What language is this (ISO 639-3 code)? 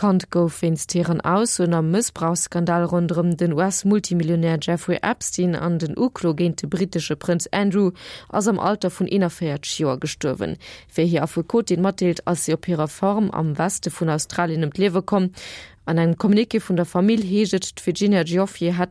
ltz